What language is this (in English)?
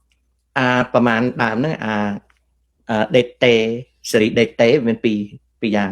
Khmer